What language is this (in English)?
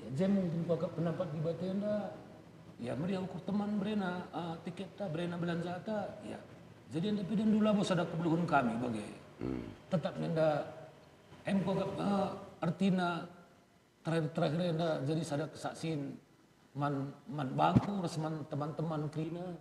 Batak Karo